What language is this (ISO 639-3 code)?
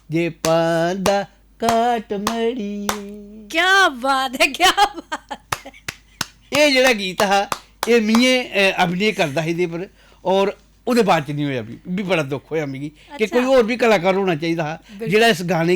doi